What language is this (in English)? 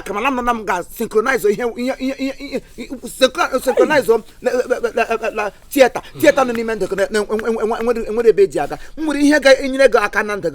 Igbo